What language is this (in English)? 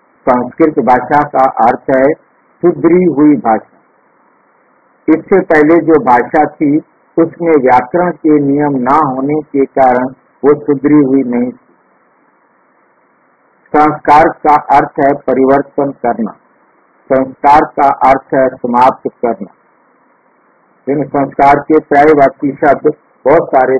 Hindi